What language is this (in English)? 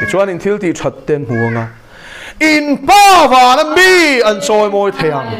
Mizo